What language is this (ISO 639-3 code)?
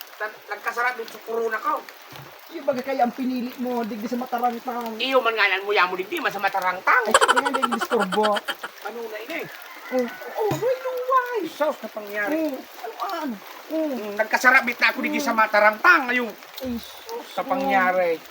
bik